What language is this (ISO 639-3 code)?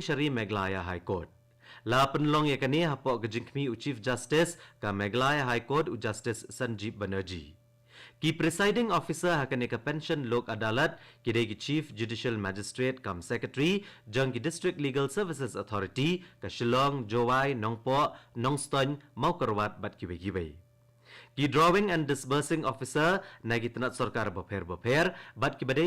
kha